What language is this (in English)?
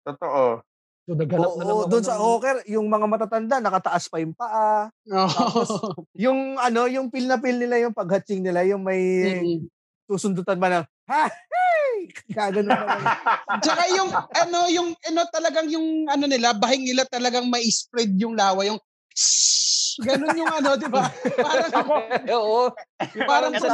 Filipino